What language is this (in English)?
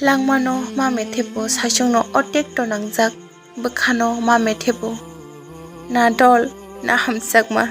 Kok Borok